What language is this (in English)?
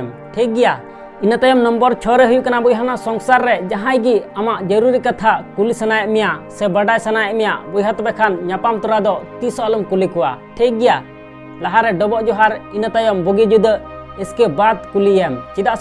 Santali